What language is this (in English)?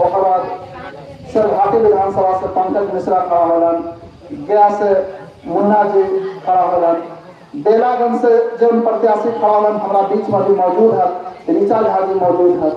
Magahi